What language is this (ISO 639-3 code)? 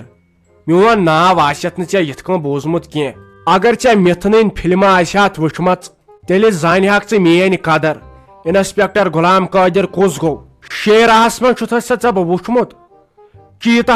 kas